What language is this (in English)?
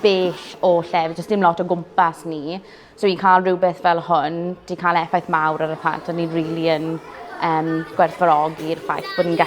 Welsh